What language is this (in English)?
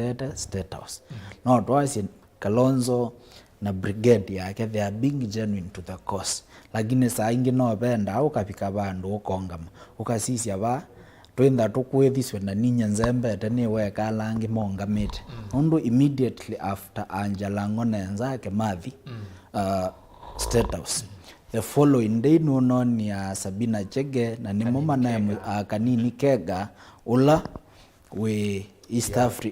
Kamba